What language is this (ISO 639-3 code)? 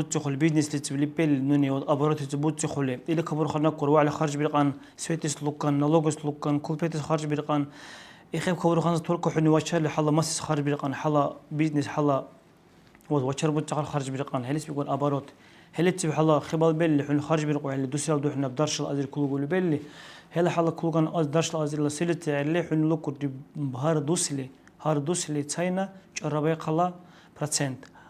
dar